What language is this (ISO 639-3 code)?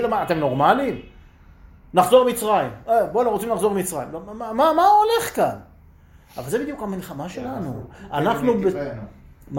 heb